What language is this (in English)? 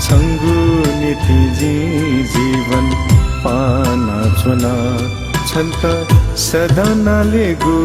Newari